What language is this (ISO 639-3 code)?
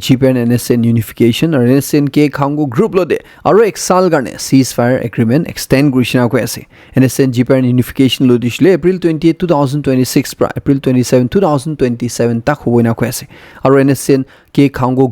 nag